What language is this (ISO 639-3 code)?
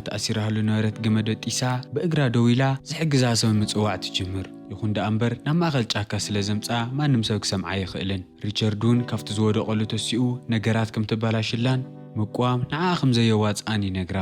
tir